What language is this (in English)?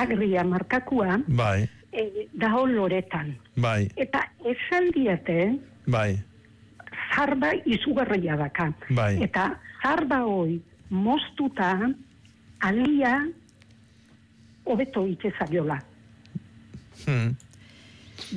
Basque